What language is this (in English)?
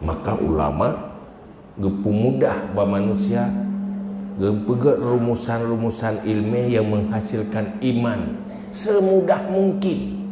Achinese